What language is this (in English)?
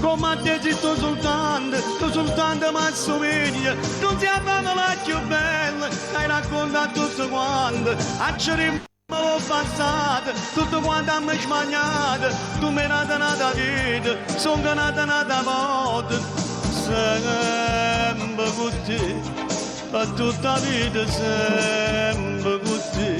Neapolitan